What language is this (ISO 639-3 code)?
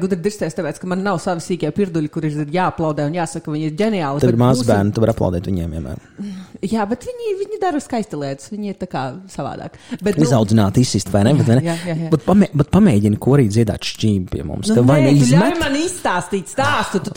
lav